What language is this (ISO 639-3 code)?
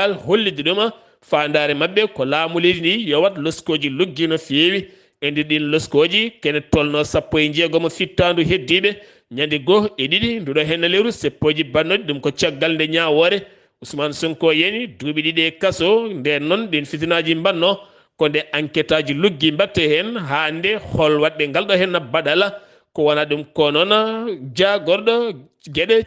ful